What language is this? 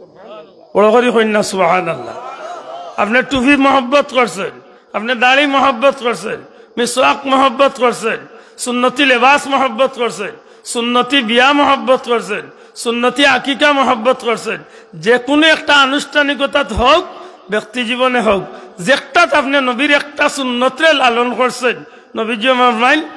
Sylheti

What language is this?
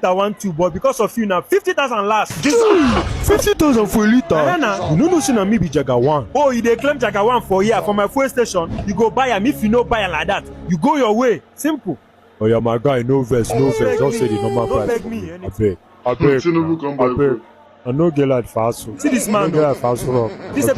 Nigerian Pidgin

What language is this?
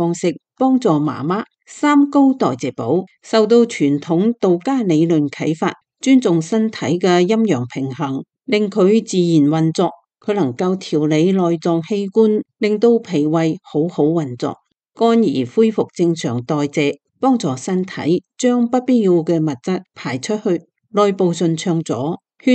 Cantonese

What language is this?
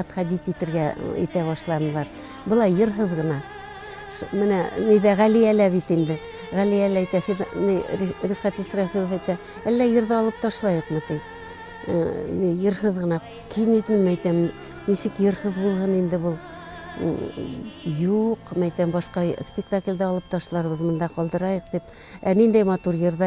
Bashkir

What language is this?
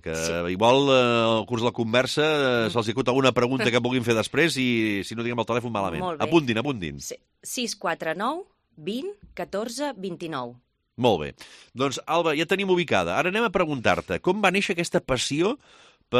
Catalan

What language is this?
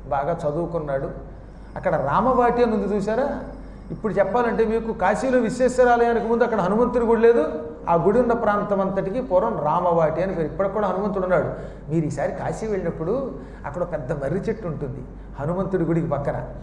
Telugu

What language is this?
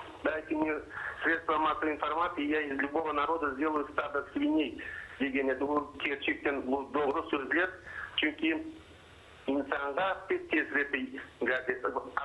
Crimean Tatar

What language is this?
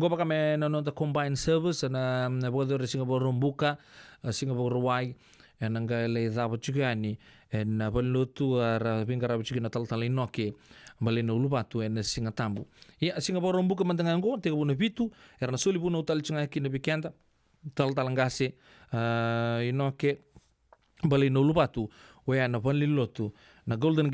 Fijian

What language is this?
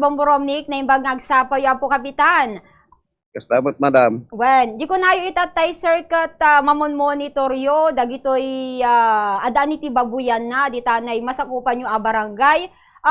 Iloko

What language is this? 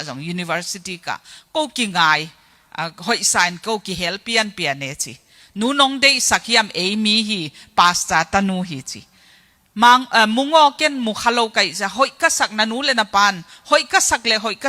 Tedim Chin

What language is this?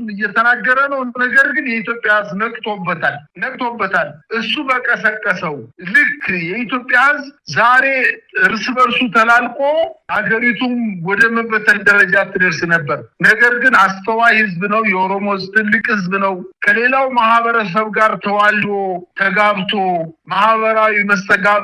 Amharic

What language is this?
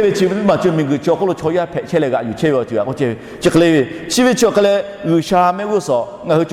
Lahu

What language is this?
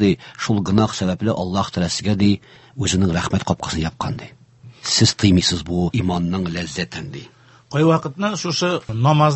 Tatar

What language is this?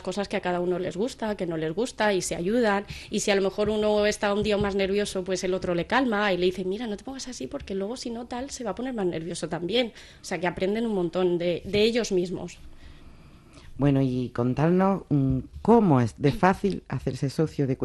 Spanish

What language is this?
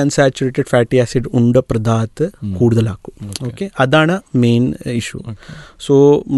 Malayalam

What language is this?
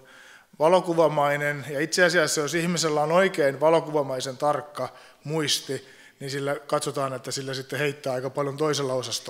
Finnish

